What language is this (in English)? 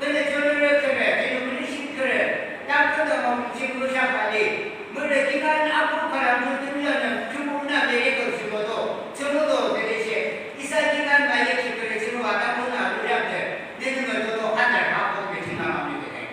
Yimchungru Naga